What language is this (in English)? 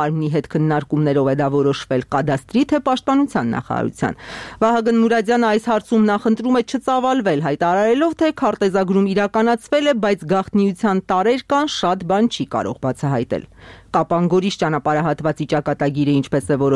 Armenian